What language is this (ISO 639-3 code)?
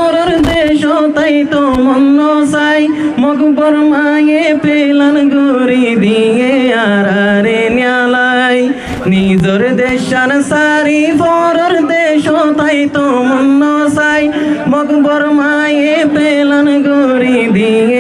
rhg